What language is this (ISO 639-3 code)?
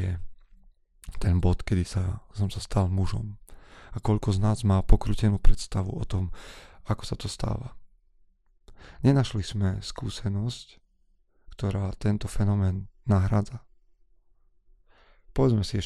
slk